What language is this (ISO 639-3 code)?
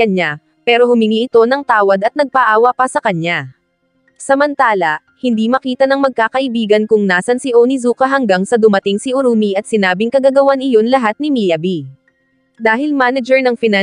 fil